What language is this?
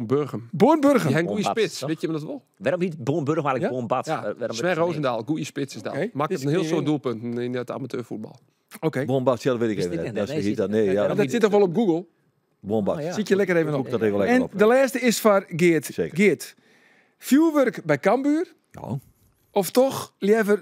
Western Frisian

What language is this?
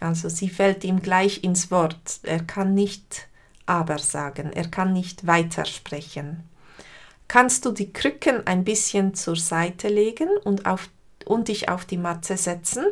Swiss German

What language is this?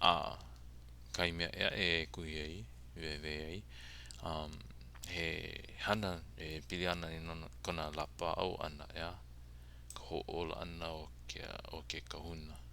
Hawaiian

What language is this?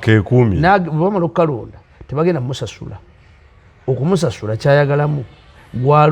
Ganda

